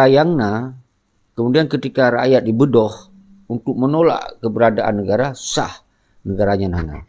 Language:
Achinese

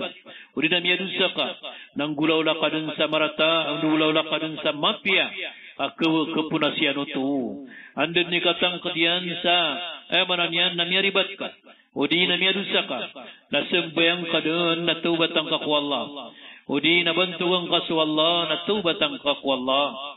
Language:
Maranao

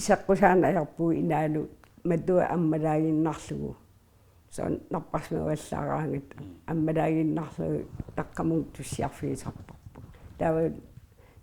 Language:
Kalaallisut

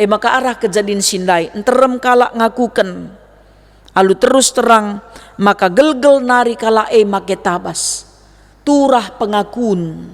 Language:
Batak Karo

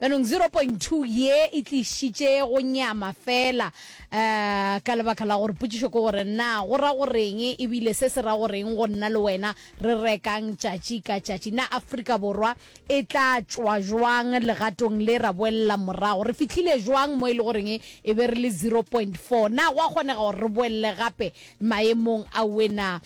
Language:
Northern Sotho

